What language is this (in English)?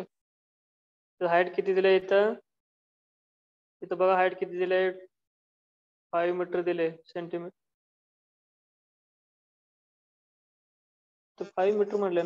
Marathi